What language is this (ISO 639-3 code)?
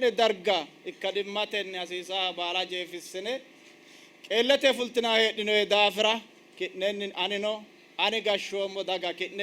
sid